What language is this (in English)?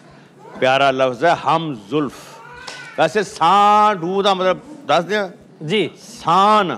Hindi